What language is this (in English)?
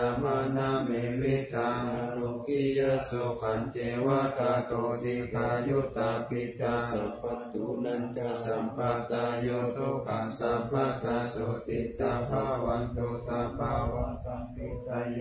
Pali